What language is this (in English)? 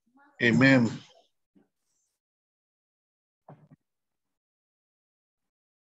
English